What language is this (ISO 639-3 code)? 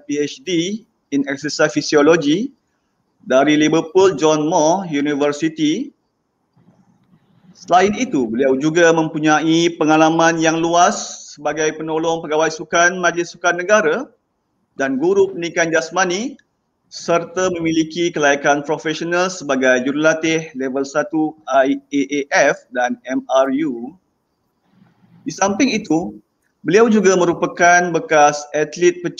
msa